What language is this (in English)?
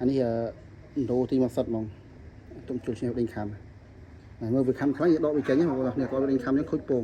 Khmer